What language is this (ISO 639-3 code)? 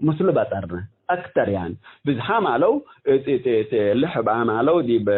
tig